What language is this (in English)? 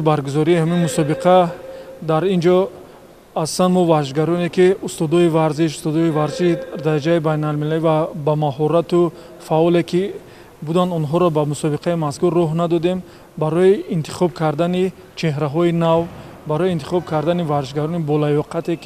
Tajik